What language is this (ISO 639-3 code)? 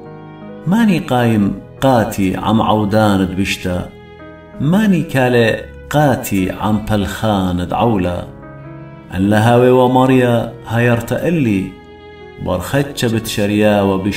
aii